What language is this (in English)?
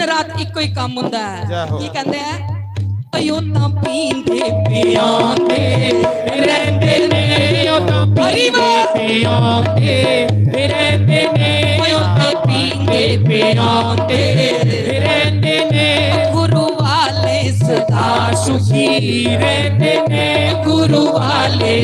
Dogri